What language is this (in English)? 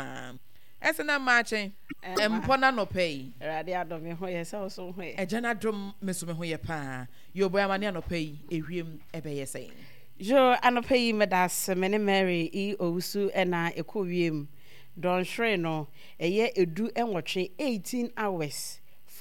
Akan